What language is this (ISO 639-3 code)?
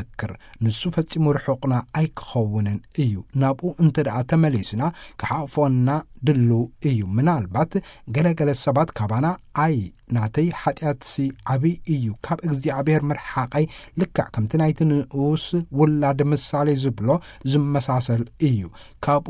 tir